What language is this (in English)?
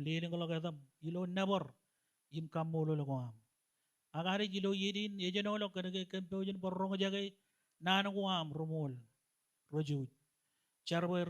Marshallese